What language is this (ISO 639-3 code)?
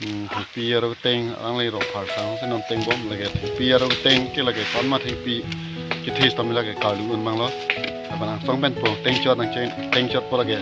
mjw